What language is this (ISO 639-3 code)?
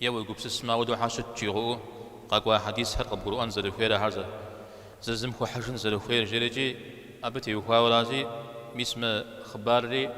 kbd